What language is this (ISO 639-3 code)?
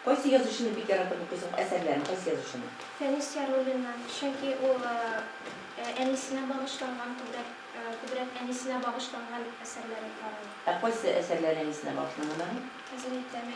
tat